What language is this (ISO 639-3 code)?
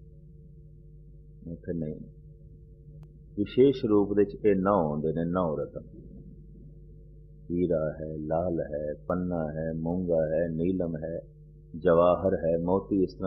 pan